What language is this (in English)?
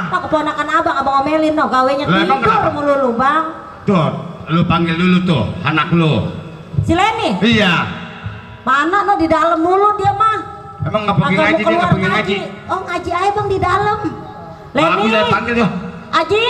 Betawi